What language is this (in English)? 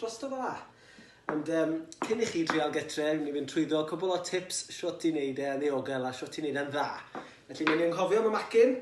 Welsh